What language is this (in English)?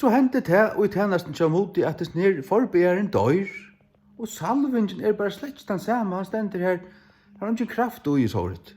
Faroese